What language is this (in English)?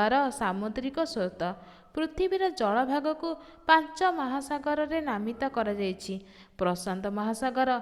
Odia